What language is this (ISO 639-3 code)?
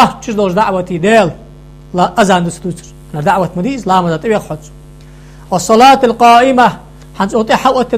inh